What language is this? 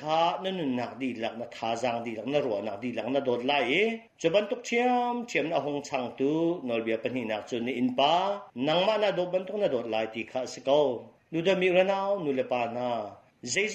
Hakha Chin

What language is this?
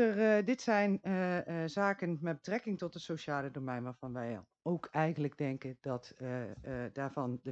Dutch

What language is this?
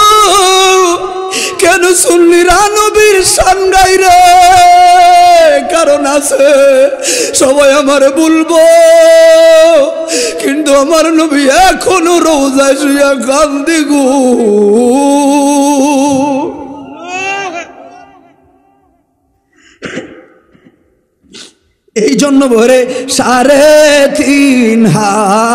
Bangla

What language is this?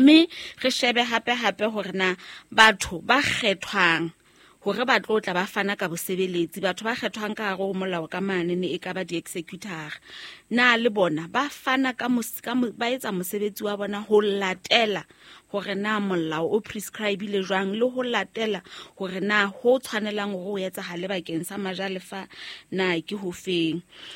Southern Sotho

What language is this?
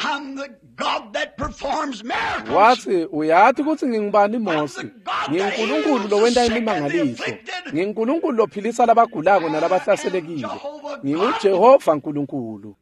Swati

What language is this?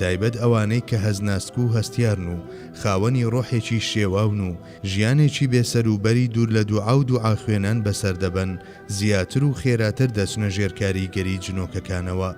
Central Kurdish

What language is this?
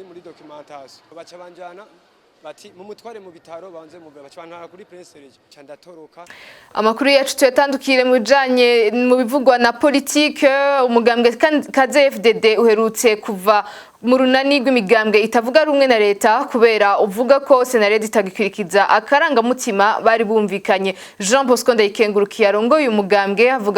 Rundi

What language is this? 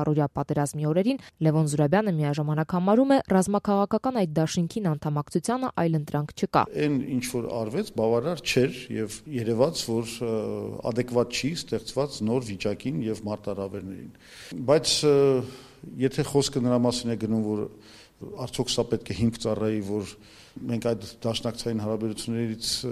Armenian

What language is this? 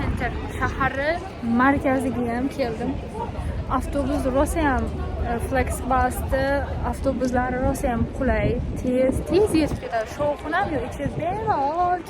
Uzbek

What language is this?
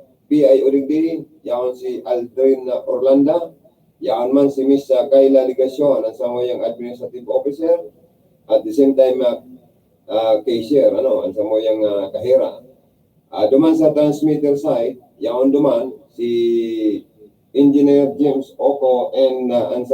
Bikol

